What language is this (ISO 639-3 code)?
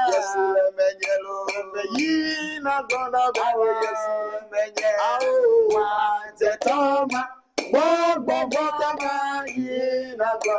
ewe